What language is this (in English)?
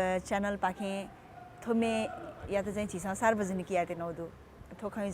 Newari